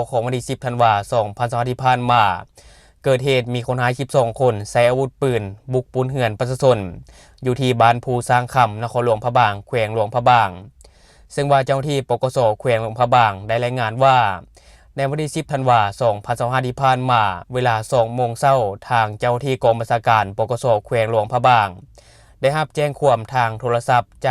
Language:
Lao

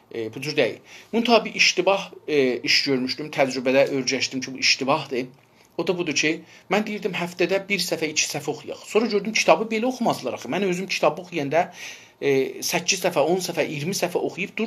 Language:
South Azerbaijani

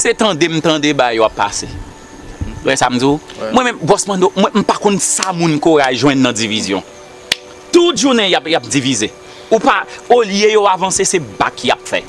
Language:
Haitian Creole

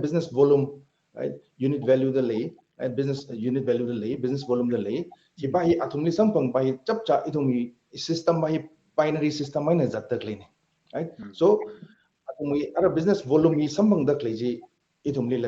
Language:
Tangkhul Naga (India)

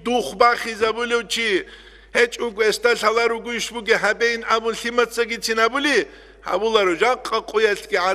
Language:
Avaric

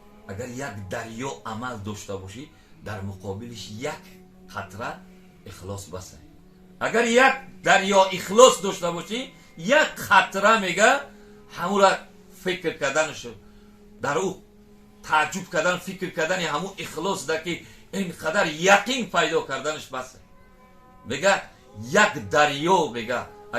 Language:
Tajik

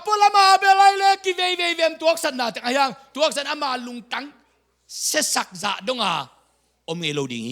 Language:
Tedim Chin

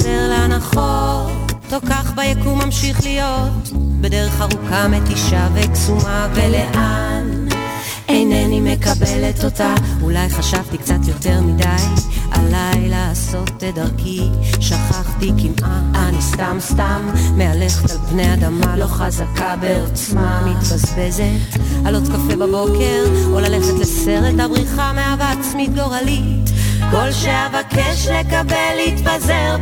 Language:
Hebrew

